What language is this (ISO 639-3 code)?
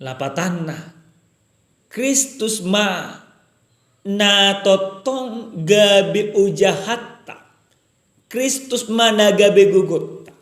bbc